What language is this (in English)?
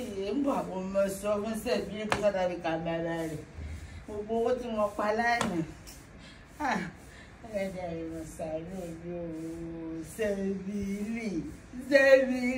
Yoruba